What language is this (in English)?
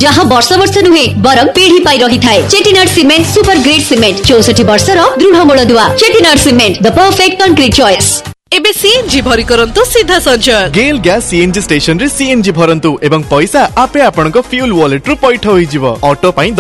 Odia